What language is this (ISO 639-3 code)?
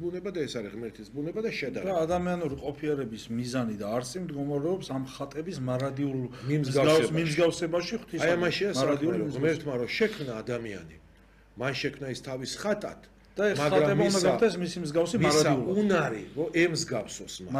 kat